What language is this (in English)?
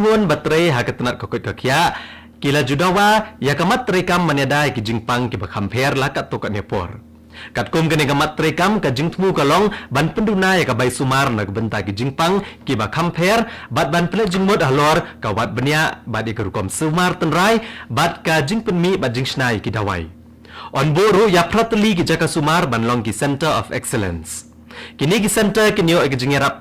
Khasi